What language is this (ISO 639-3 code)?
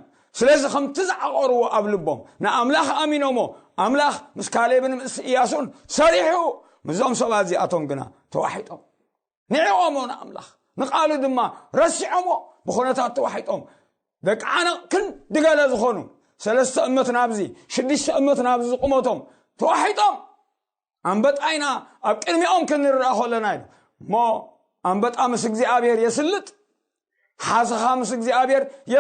tir